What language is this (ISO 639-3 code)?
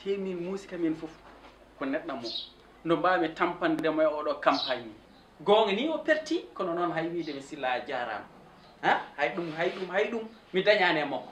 ful